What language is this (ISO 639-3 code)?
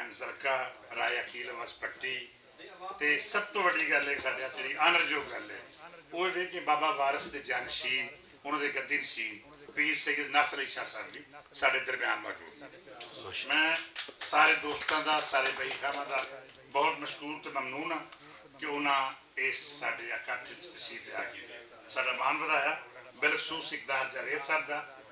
lah